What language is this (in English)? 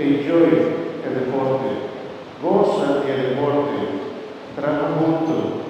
Papiamento